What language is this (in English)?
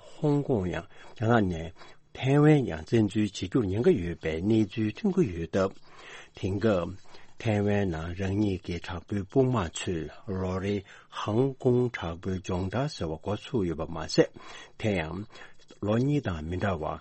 Tibetan